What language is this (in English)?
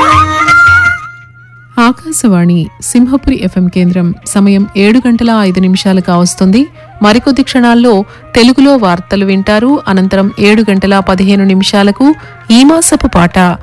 Telugu